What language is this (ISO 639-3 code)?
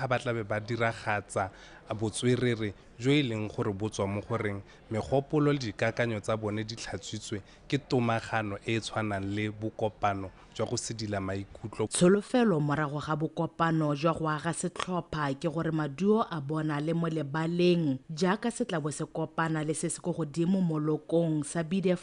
tsn